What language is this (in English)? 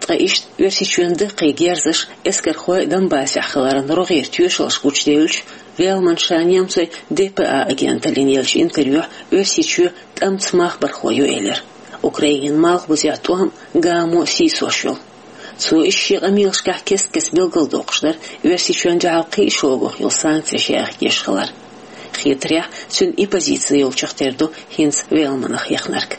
Chechen